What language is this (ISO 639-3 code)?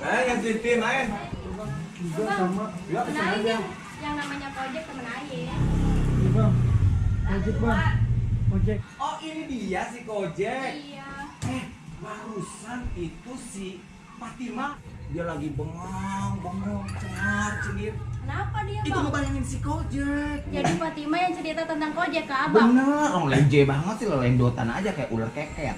bew